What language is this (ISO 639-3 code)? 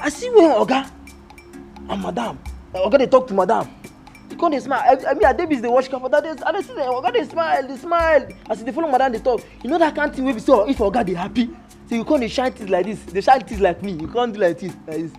pcm